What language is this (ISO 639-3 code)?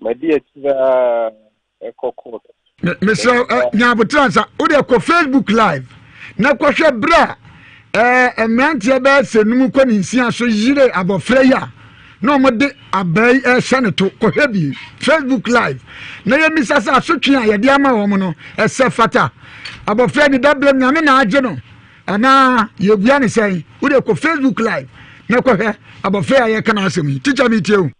aka